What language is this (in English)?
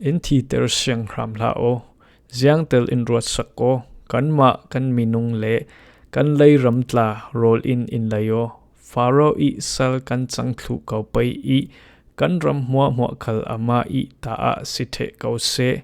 Falam Chin